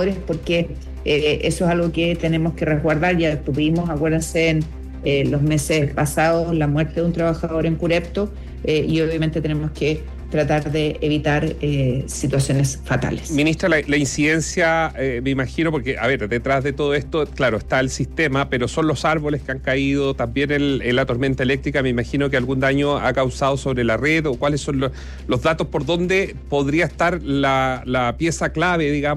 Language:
Spanish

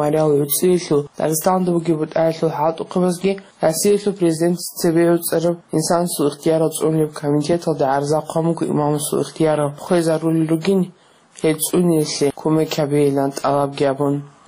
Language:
Avaric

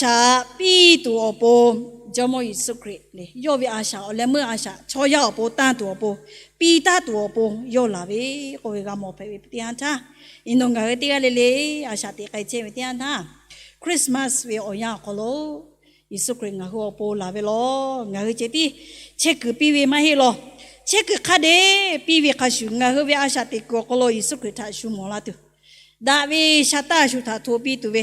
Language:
Lahu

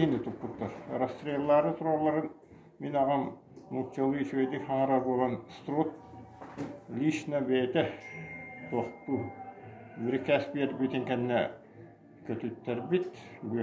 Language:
Yakut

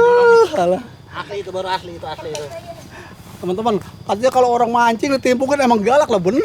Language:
Betawi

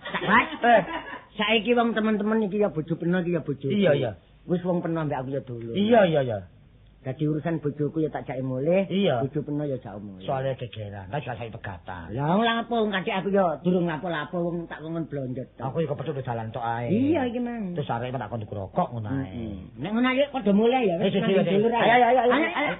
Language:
Javanese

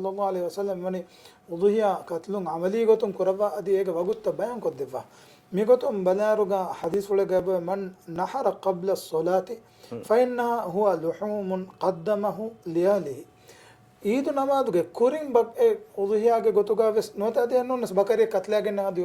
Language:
Divehi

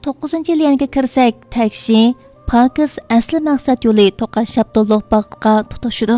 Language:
Uyghur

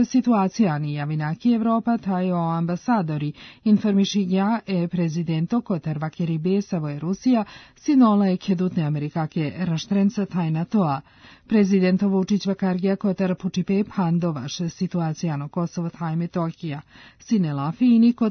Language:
Serbian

